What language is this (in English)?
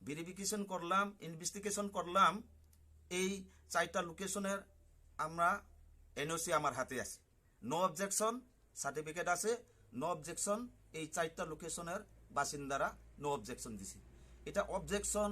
Riang (India)